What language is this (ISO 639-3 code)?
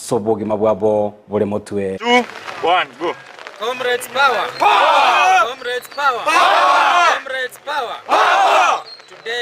guz